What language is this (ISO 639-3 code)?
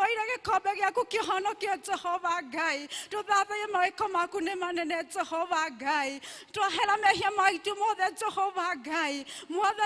kik